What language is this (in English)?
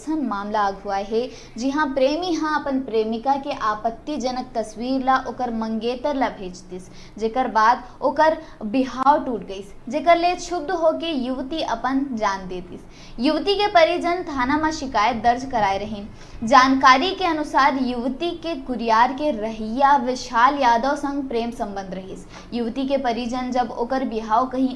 Chhattisgarhi